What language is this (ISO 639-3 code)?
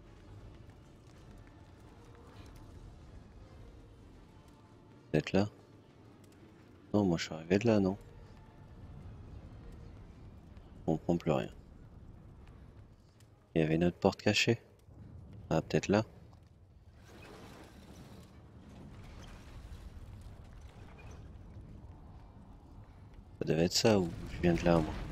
fra